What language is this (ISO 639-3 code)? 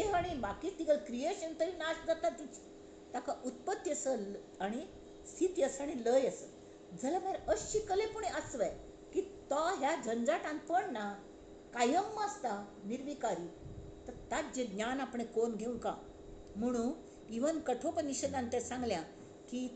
kok